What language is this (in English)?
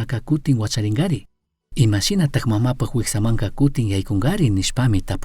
Chimborazo Highland Quichua